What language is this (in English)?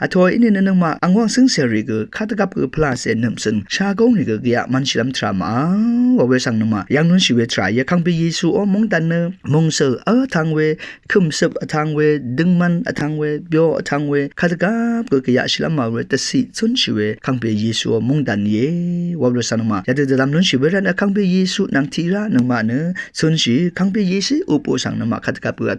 Rawang